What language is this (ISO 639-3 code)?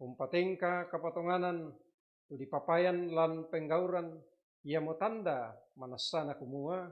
sda